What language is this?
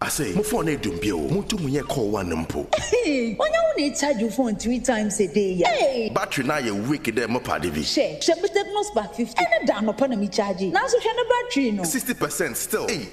Akan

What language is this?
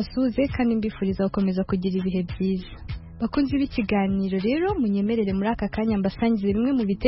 Kinyarwanda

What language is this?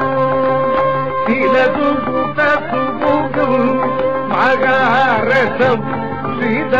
Tamil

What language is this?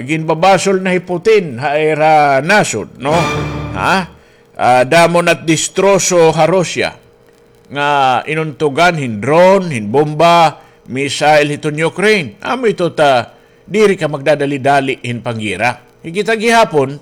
Waray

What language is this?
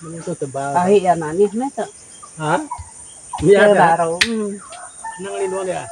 Iban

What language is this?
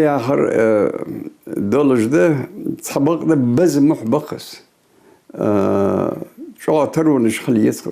Ingush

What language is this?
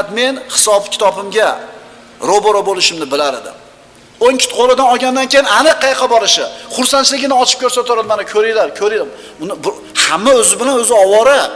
Uzbek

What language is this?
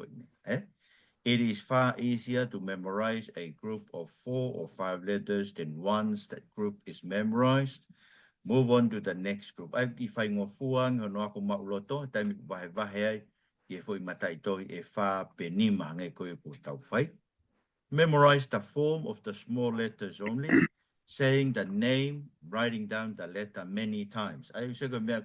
Tongan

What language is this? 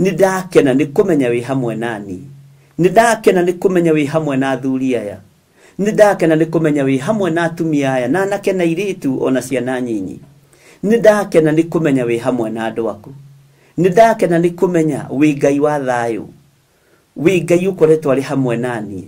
Kikuyu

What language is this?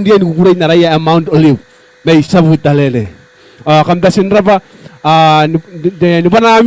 Gilbertese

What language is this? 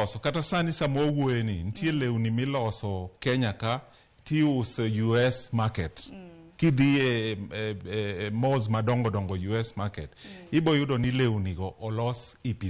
Luo (Kenya and Tanzania)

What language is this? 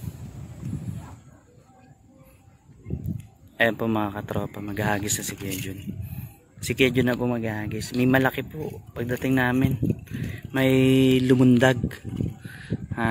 Filipino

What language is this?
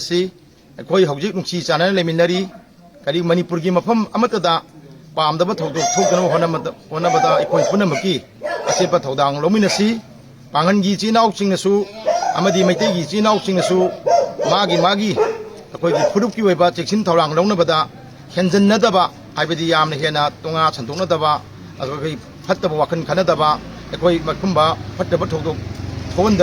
Manipuri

